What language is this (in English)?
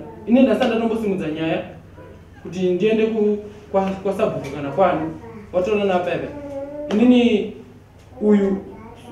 Shona